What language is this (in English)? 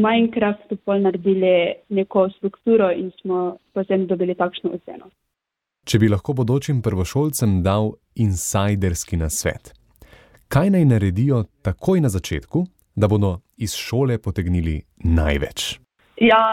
Slovenian